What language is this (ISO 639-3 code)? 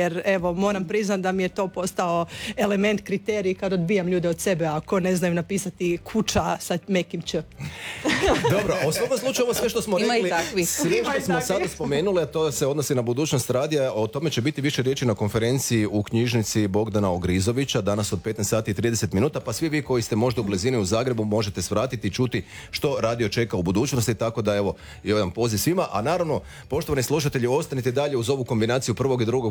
hrv